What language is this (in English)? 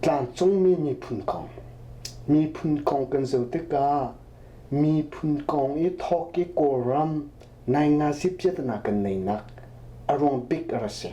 Hakha Chin